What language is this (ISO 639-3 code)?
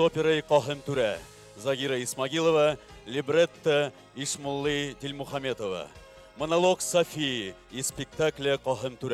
bak